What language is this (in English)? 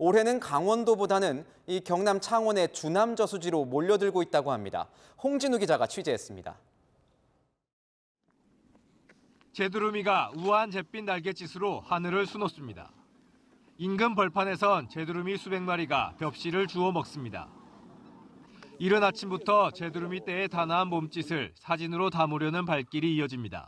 Korean